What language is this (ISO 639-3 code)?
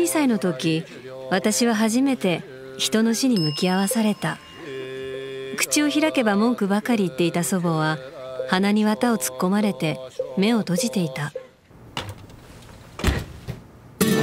jpn